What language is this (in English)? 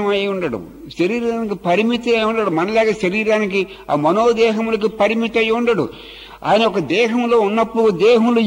Telugu